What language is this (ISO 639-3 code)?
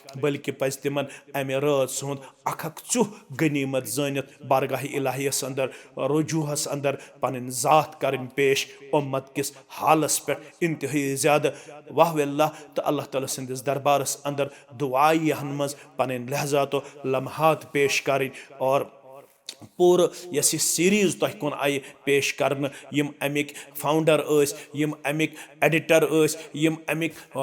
kas